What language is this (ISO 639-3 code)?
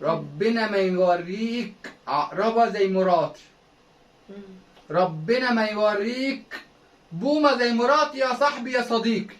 arz